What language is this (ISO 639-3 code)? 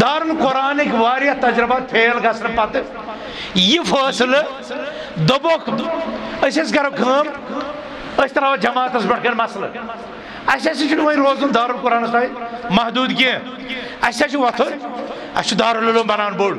kas